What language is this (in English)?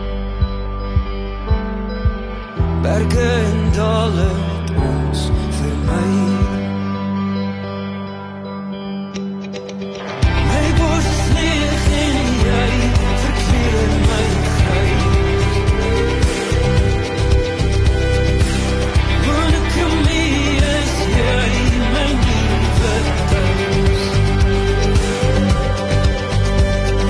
Afrikaans